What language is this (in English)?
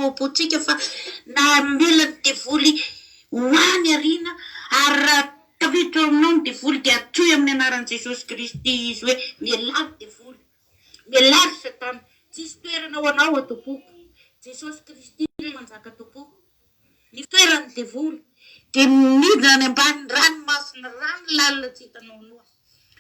Malagasy